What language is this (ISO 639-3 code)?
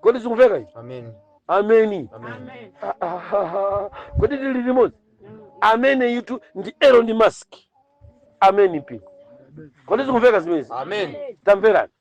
nya